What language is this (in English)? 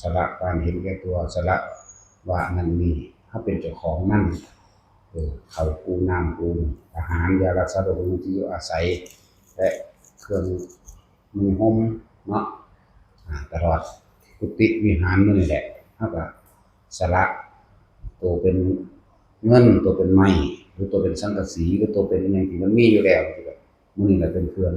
Northeastern Thai